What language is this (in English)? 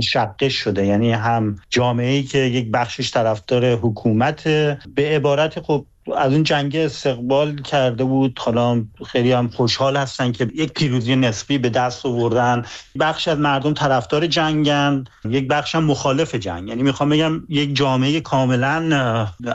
Persian